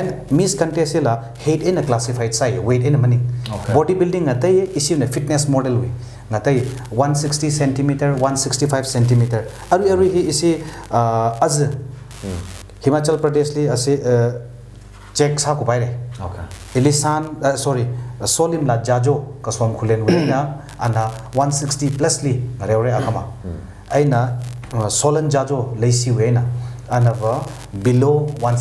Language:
Tangkhul Naga (India)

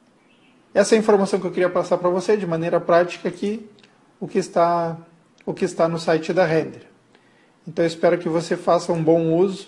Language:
Portuguese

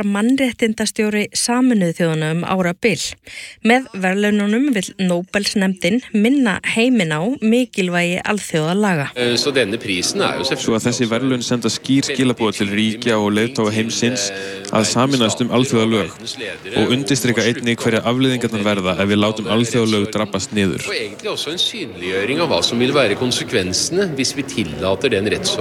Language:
Icelandic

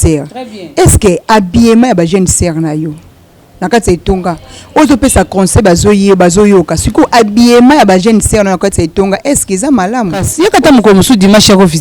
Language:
Lingala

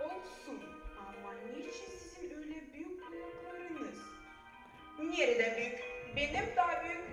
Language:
Gagauz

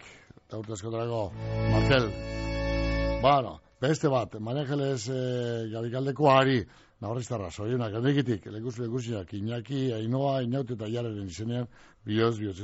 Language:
Basque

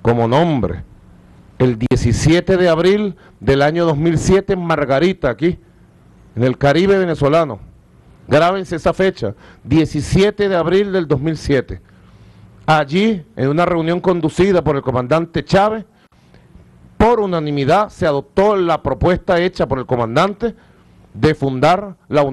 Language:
Spanish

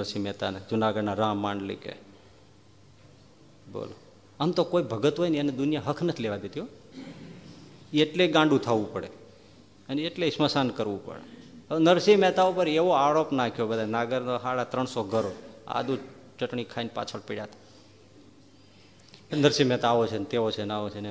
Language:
Gujarati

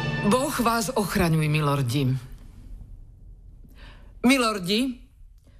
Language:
Slovak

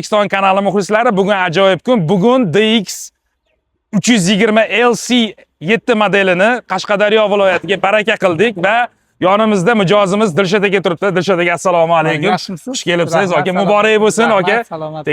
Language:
Uzbek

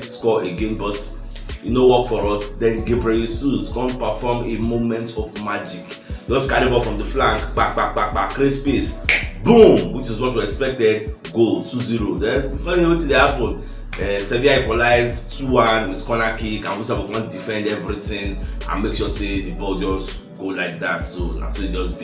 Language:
Nigerian Pidgin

